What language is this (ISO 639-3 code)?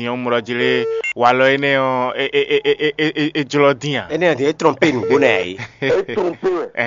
fon